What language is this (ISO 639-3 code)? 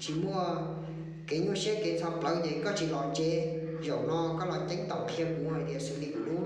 hmn